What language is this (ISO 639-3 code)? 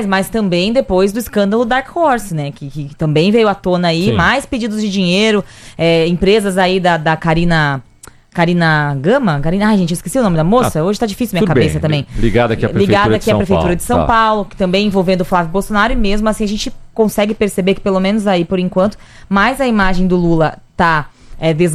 por